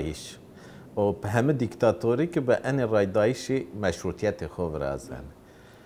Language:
Zaza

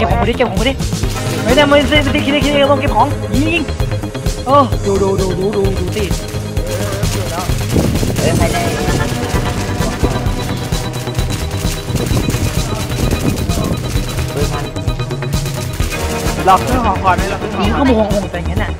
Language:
Thai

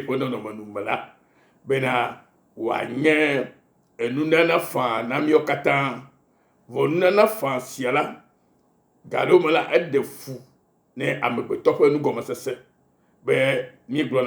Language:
Ewe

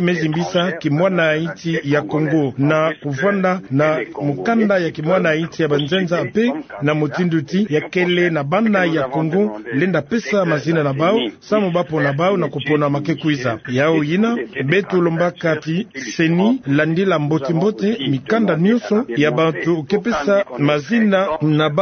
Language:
Kituba (Democratic Republic of Congo)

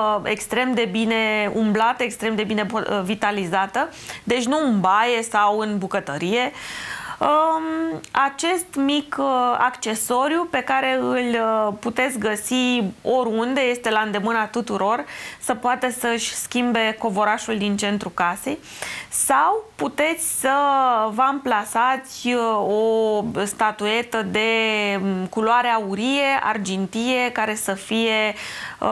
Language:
Romanian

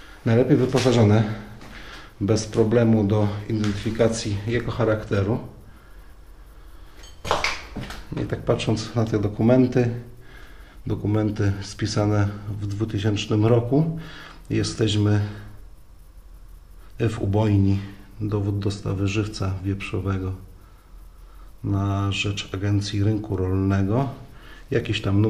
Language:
Polish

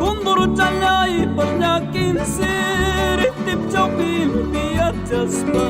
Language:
Ayacucho Quechua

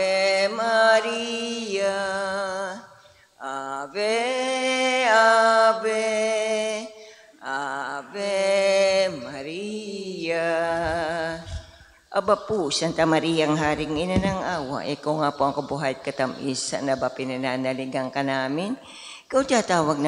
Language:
Filipino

